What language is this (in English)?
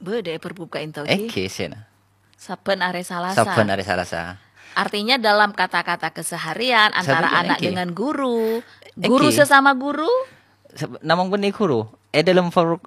Madurese